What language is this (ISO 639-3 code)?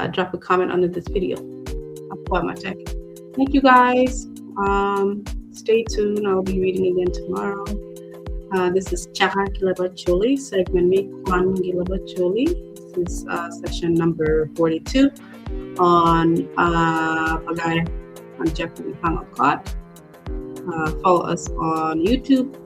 ach